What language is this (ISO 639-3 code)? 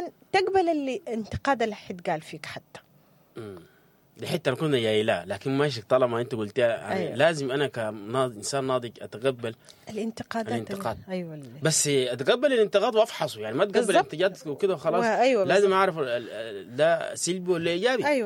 apd